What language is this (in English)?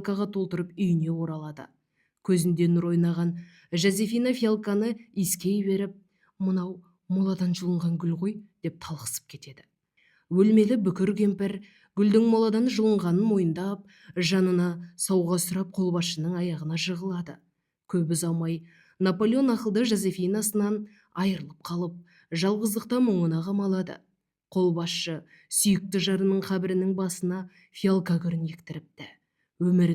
Kazakh